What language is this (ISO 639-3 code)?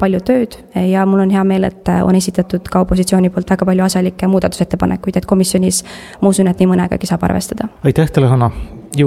est